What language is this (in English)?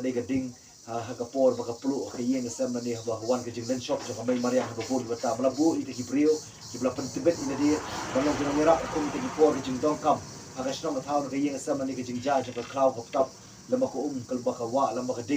Khasi